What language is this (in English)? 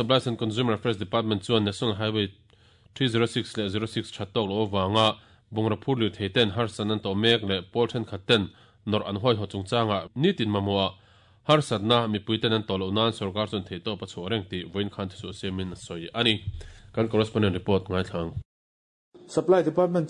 Mizo